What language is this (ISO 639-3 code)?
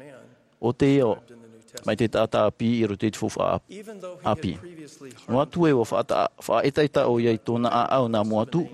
tah